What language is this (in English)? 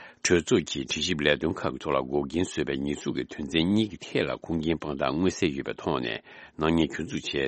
Tibetan